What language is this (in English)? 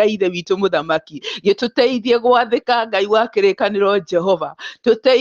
Kikuyu